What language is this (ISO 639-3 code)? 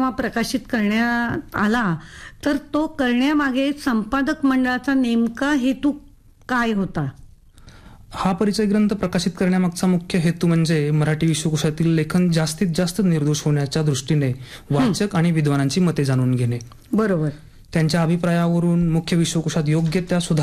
mar